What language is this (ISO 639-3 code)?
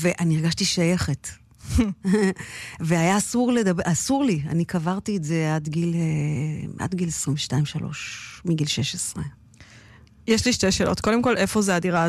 heb